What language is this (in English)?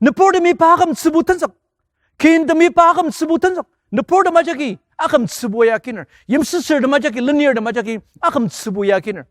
Ao Naga